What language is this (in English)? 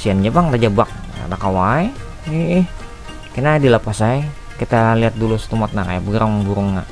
Banjar